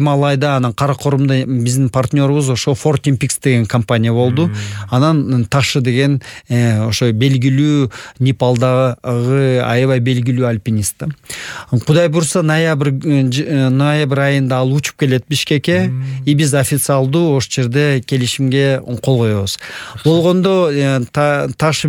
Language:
Kyrgyz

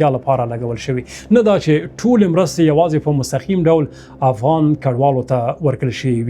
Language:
Pashto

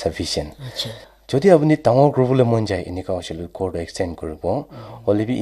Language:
Naga Pidgin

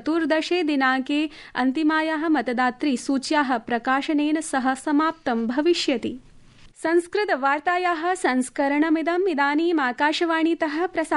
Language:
Sanskrit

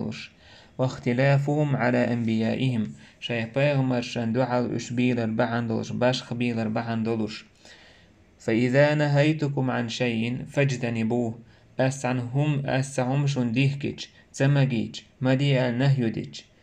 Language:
Chechen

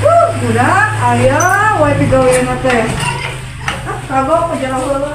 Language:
Sundanese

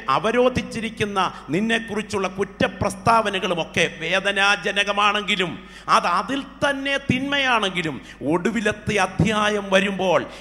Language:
Malayalam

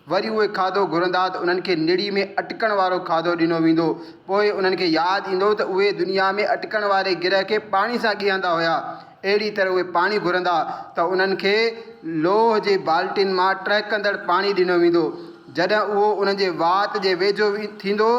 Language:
Sindhi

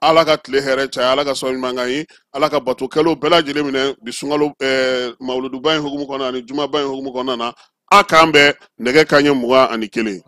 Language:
Bambara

